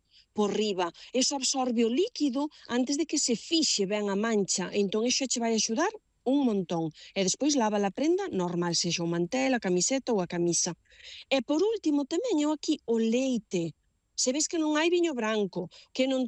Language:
Galician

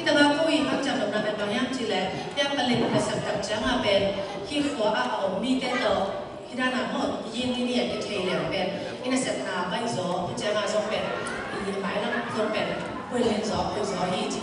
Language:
Tedim Chin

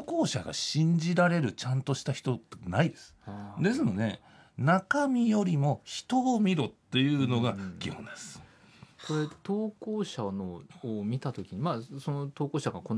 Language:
Japanese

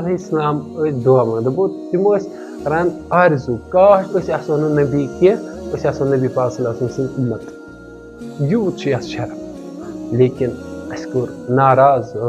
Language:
Kashmiri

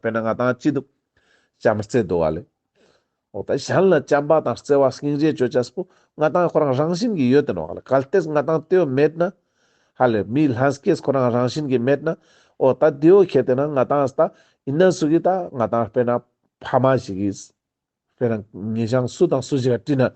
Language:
Ladakhi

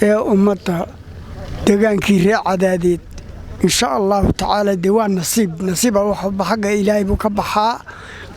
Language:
Somali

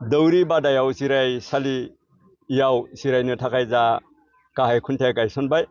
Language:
Bodo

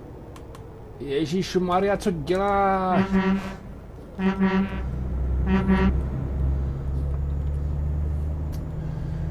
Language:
Czech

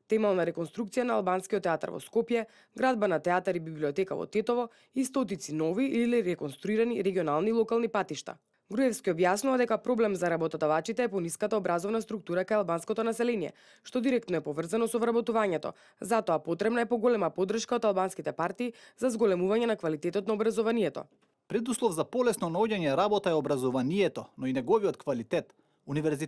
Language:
Macedonian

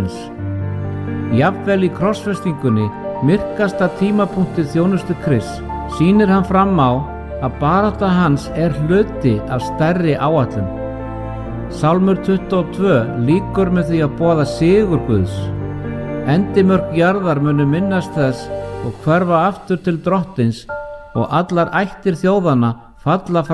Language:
Icelandic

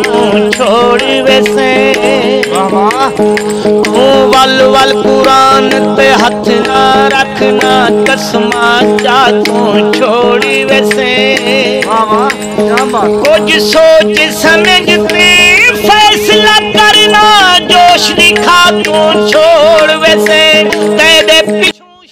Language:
Saraiki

